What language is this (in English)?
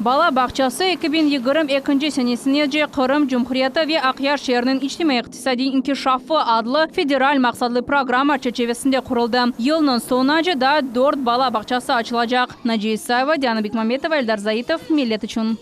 Crimean Tatar